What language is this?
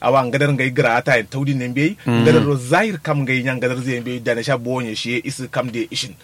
Kanuri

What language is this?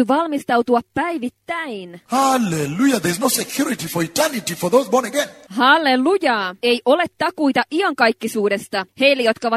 Finnish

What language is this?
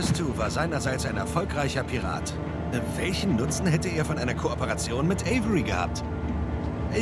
Swiss German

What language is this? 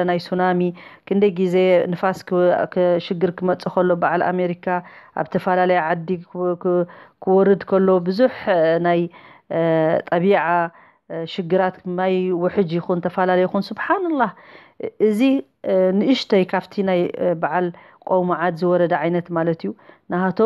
Tigrinya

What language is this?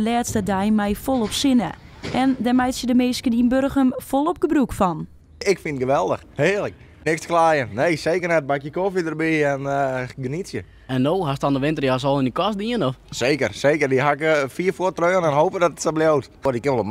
Western Frisian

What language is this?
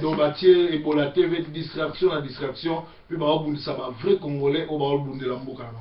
Lingala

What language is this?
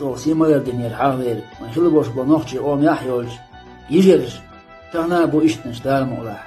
Chechen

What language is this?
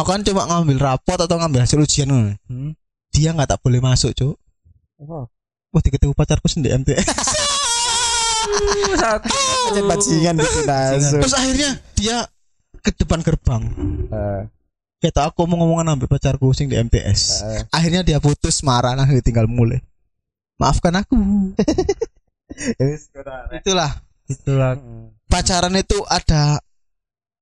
Indonesian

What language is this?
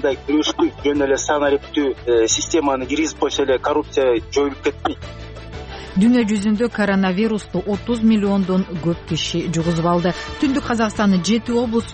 Kyrgyz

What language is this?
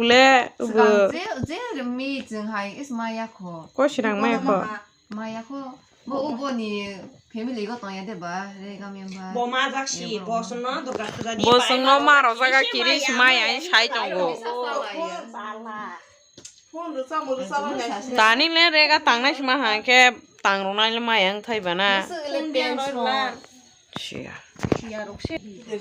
Kok Borok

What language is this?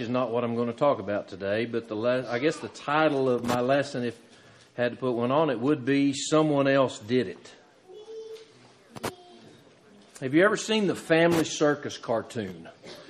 English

